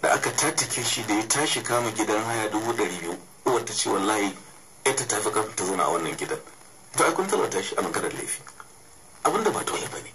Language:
Hausa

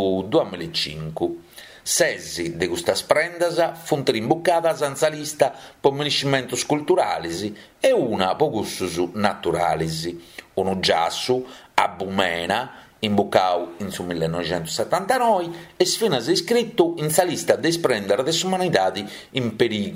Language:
Sardinian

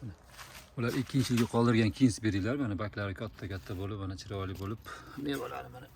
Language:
Uzbek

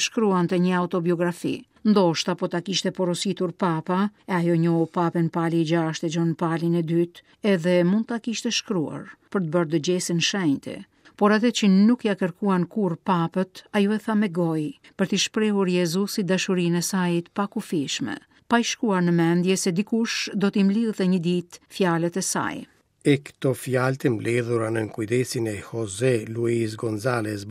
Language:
Albanian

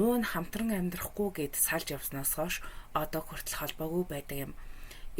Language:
Mongolian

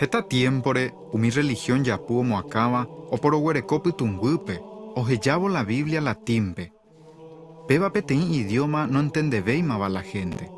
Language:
Guarani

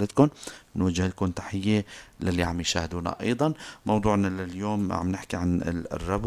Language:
North Levantine Arabic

